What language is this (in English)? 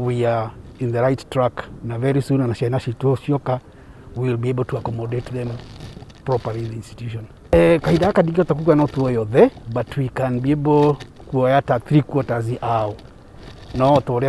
Kikuyu